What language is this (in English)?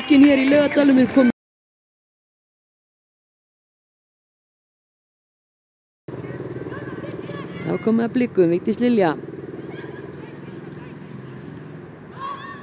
Icelandic